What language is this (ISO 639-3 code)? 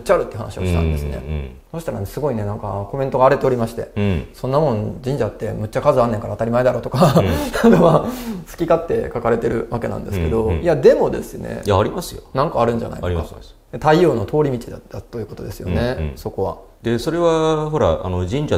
jpn